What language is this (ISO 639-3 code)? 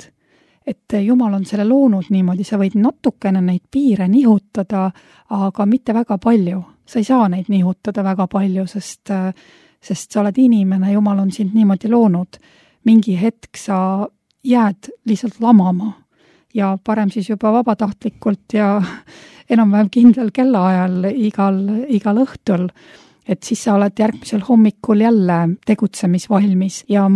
est